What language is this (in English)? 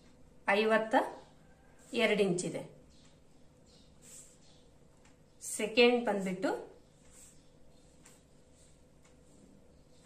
Kannada